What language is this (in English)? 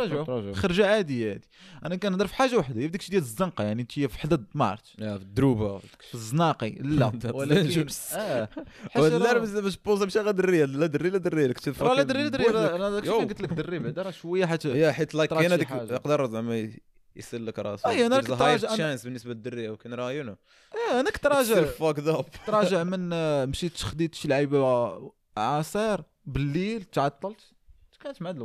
Moroccan Arabic